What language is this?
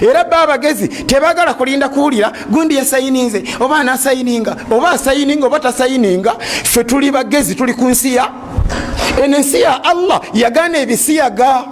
Ganda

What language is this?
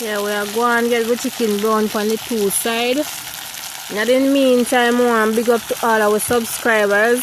Jamaican Creole English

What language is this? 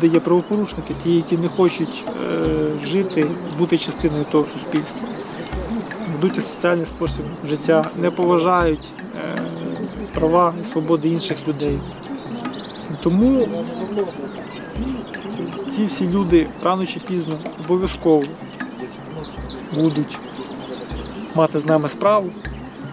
Ukrainian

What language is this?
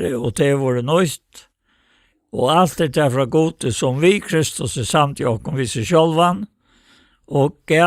Faroese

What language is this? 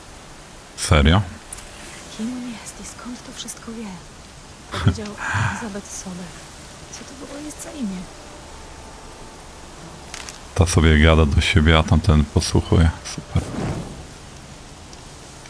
Polish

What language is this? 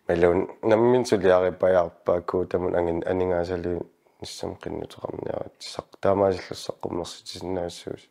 Kalaallisut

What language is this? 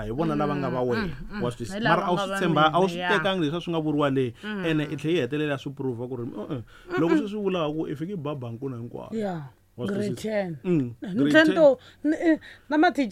Tsonga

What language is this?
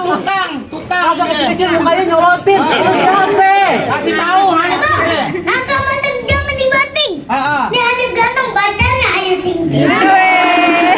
Betawi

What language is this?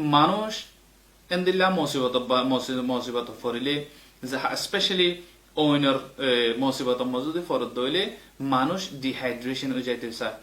Rohingya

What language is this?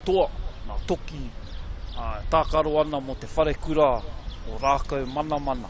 Māori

